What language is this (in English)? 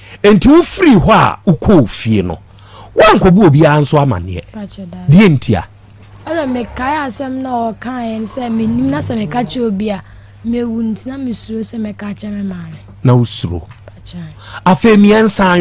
Akan